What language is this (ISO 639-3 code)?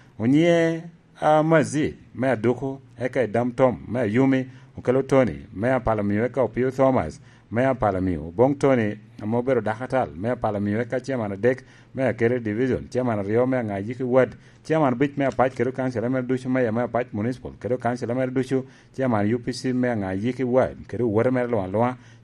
laj